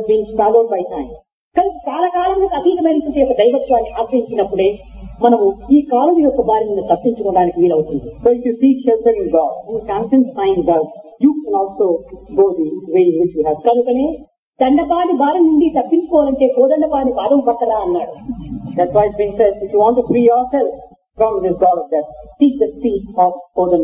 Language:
Telugu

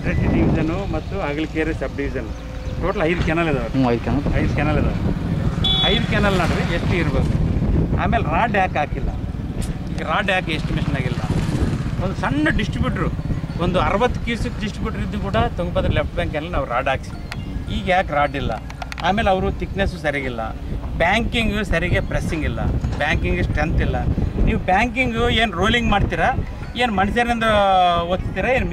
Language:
Kannada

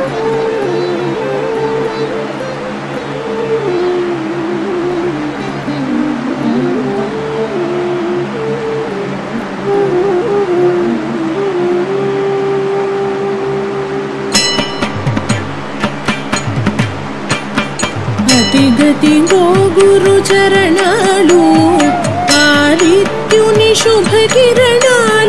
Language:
Telugu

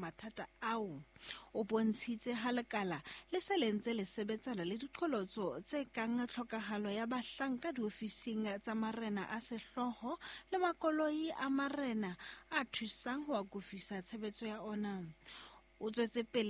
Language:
Southern Sotho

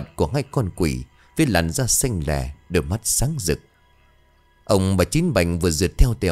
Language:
Vietnamese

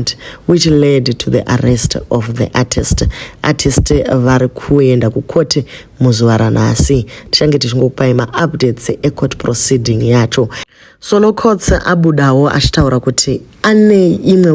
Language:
Shona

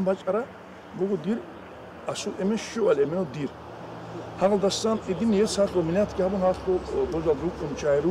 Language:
Avaric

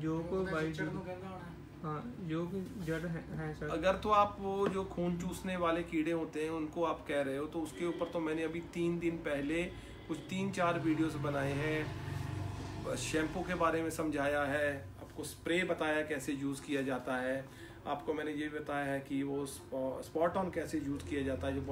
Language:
Hindi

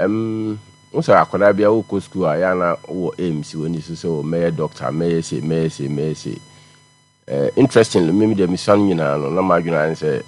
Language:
Akan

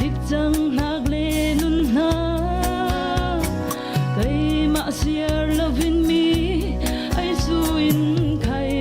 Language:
Falam Chin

